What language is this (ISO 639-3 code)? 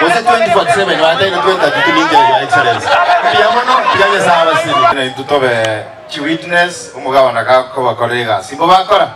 guz